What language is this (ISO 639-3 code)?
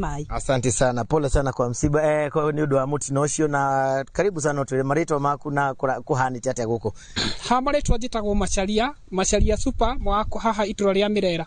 kik